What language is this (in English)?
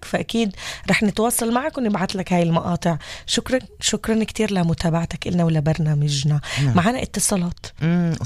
North Levantine Arabic